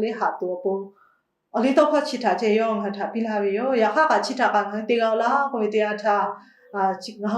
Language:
Lahu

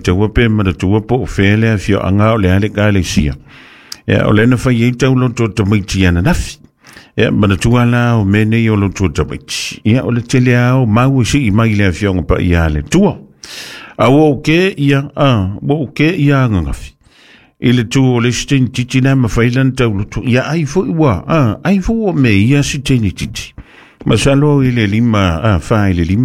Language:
Samoan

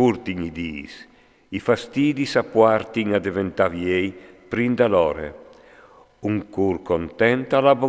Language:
Friulian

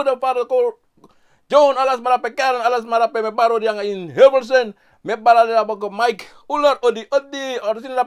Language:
Sranan Tongo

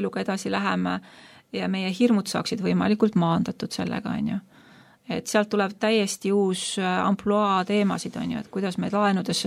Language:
Estonian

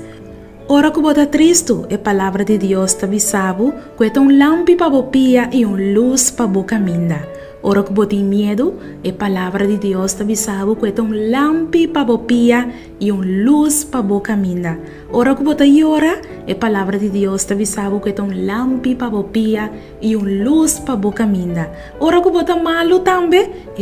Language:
Papiamento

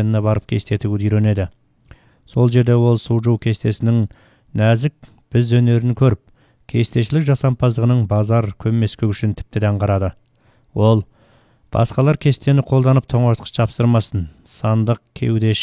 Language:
Kazakh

